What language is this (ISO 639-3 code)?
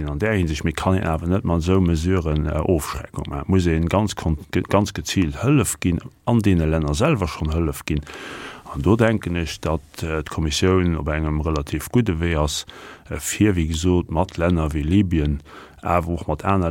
ltz